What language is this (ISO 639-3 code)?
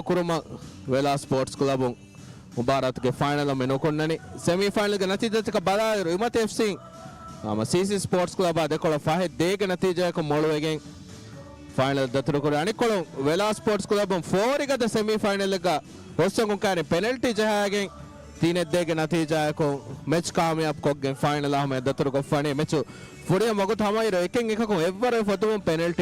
div